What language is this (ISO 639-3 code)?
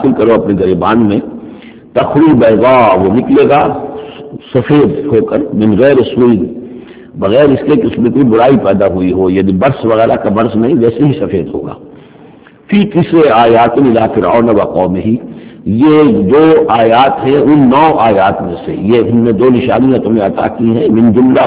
urd